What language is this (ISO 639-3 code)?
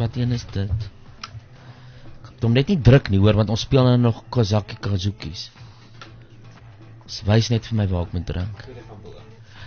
afr